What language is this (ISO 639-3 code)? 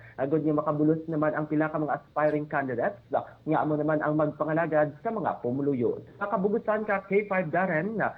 hil